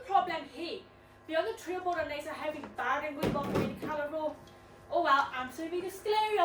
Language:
Welsh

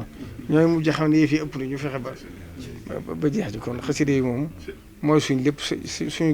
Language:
Wolof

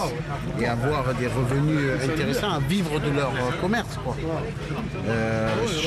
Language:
French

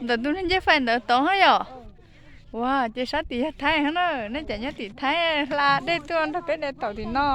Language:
Hmong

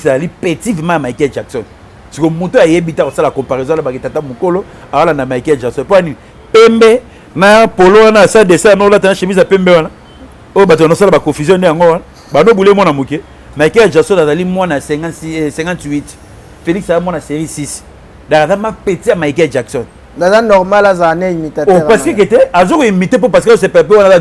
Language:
Lingala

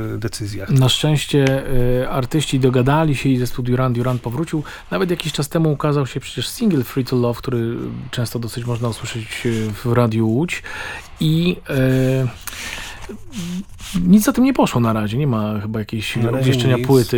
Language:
Polish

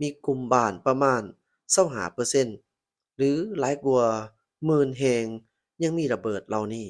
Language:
Lao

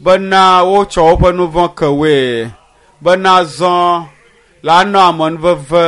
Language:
Ewe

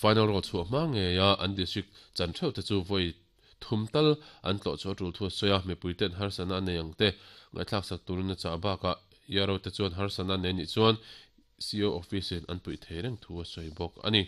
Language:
Mizo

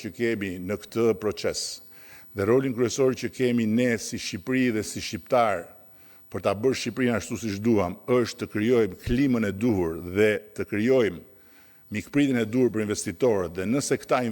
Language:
Albanian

